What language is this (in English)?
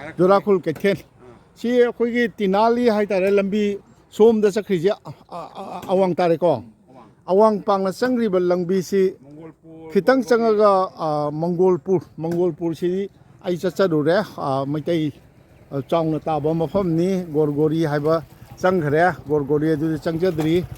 Manipuri